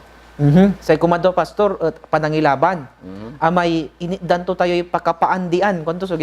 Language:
Pangasinan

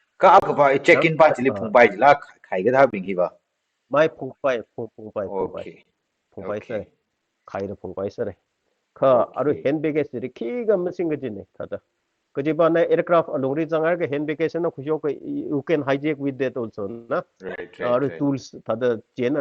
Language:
Tangkhul Naga (India)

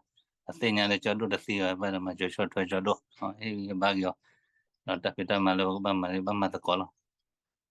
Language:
S'gaw Karen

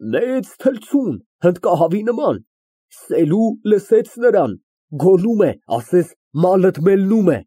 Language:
Armenian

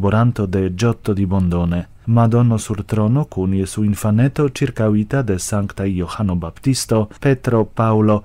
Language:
Esperanto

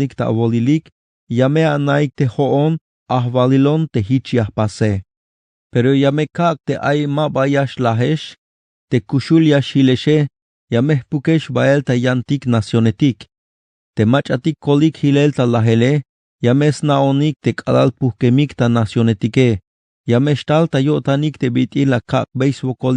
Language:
Tzeltal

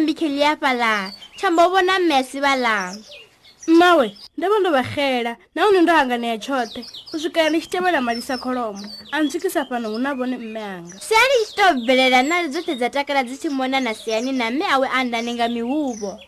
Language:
Venda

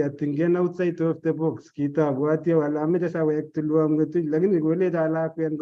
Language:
Kalenjin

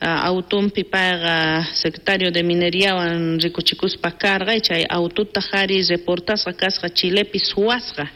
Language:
South Bolivian Quechua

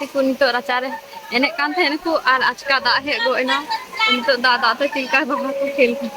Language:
Santali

